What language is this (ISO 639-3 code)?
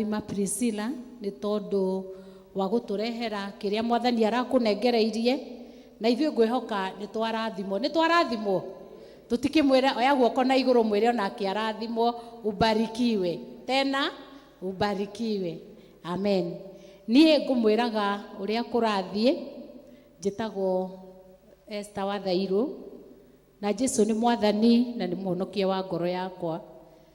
kik